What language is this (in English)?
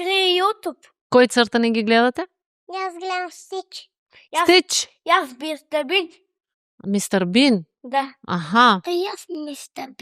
Macedonian